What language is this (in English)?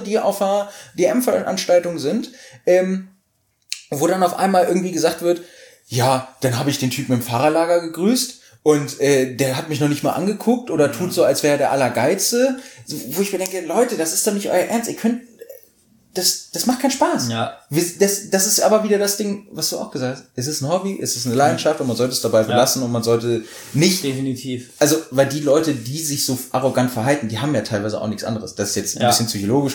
German